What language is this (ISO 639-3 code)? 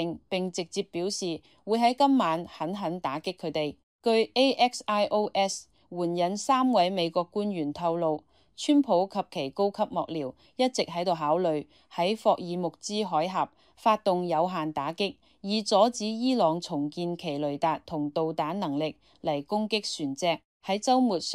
yue